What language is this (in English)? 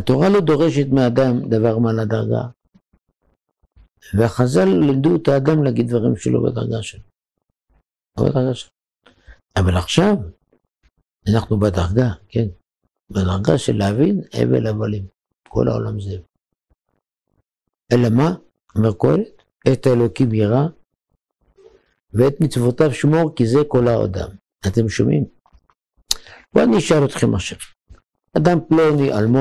Hebrew